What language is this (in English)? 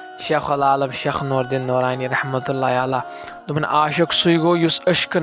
Kashmiri